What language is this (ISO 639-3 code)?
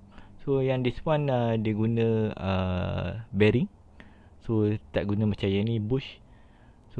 msa